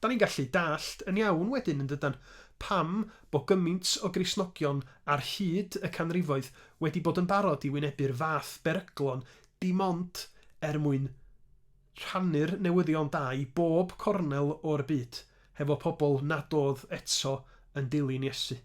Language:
Welsh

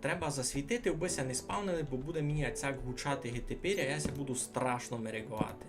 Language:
Rusyn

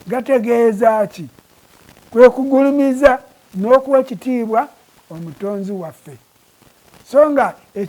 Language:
Ganda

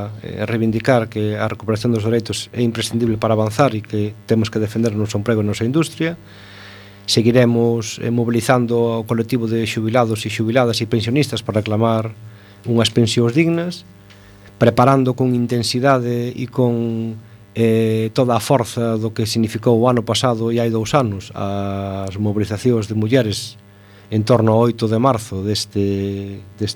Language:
Galician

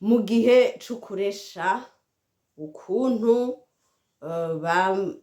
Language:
Rundi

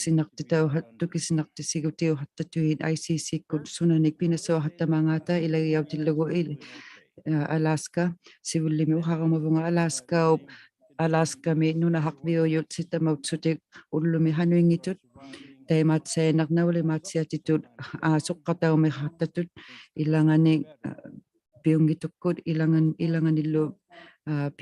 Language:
Inuktitut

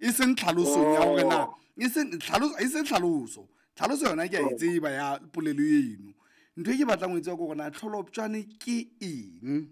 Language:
Southern Sotho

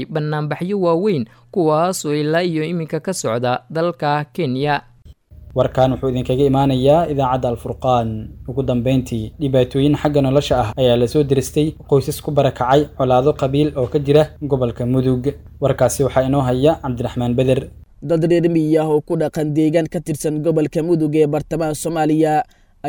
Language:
Somali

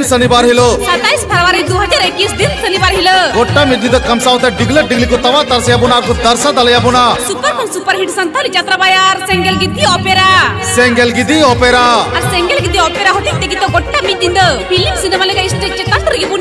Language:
Santali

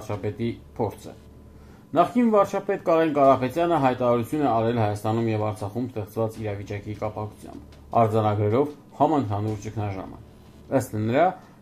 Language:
Armenian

